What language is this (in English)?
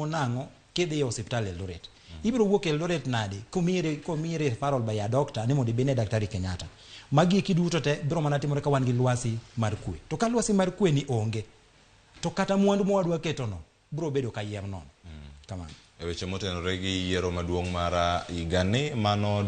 Luo (Kenya and Tanzania)